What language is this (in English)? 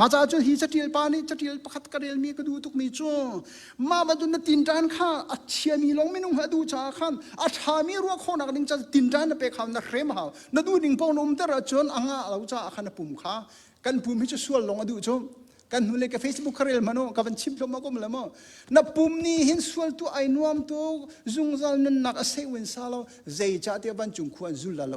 Hakha Chin